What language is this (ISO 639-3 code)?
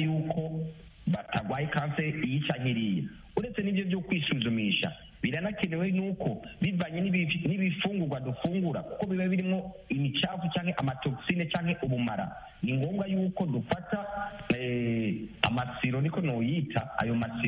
kin